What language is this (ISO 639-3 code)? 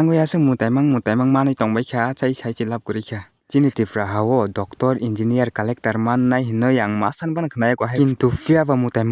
trp